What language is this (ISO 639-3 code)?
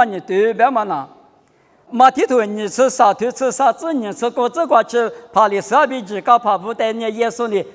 lis